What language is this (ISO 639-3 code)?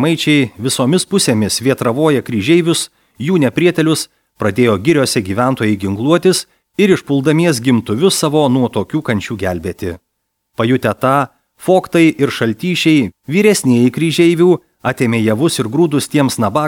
lit